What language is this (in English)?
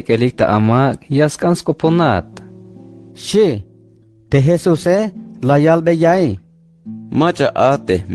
Tzeltal